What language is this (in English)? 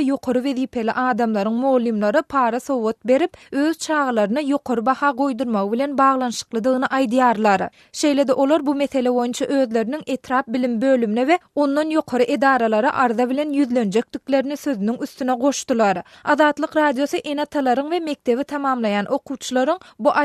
Turkmen